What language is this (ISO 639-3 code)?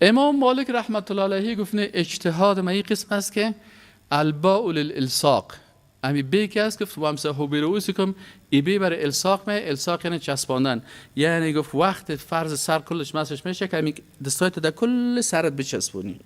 fas